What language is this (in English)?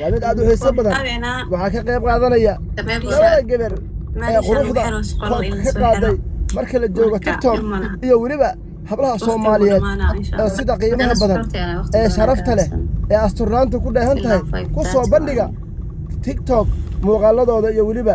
Somali